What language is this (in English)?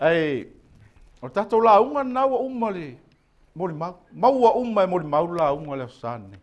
Samoan